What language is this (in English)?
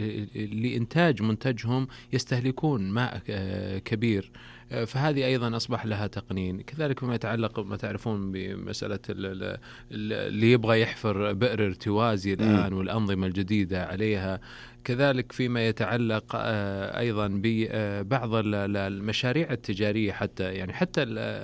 Arabic